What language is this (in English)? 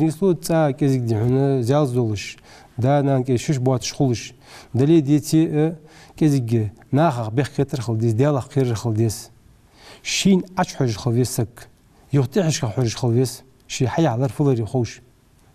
Ingush